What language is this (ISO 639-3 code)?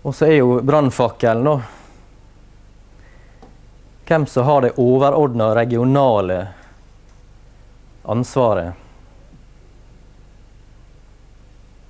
nor